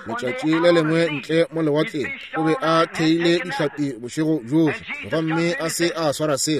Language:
Northern Sotho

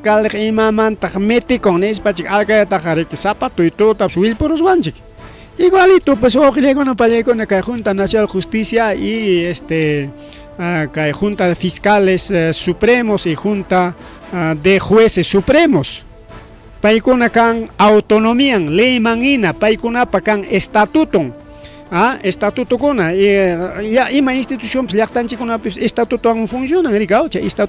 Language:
Ayacucho Quechua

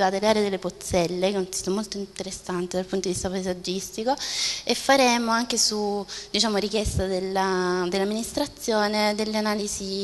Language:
Italian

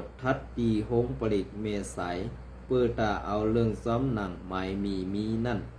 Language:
Shan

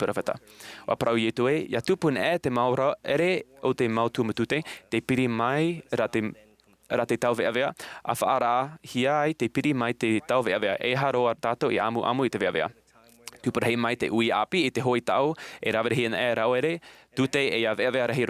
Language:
Tahitian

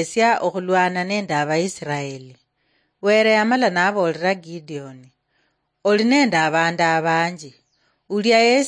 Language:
Luyia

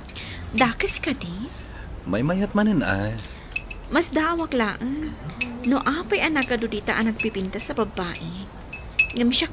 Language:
Iloko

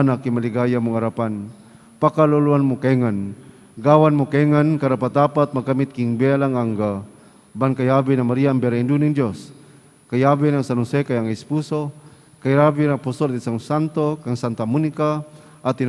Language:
Pampanga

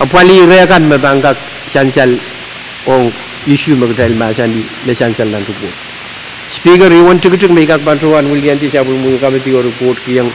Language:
Pohnpeian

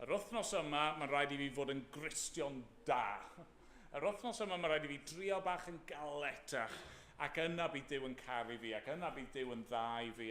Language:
Welsh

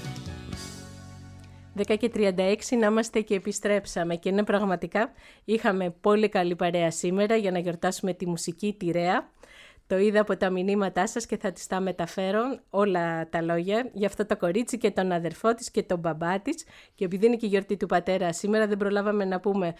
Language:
Greek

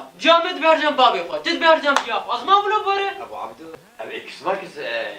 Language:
Kurdish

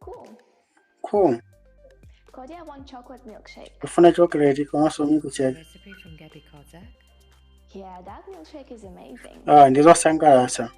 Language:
Nyanja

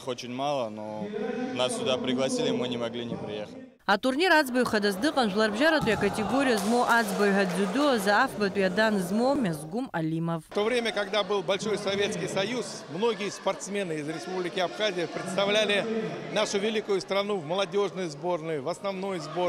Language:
Abkhazian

